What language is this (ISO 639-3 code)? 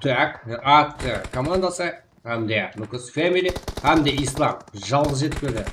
kaa